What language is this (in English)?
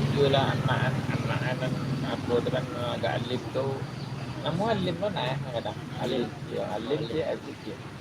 Minangkabau